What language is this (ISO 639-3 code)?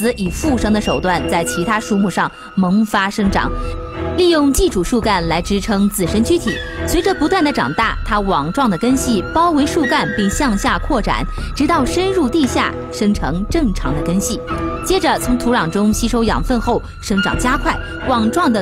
zho